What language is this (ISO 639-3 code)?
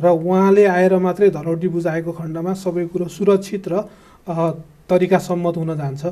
nep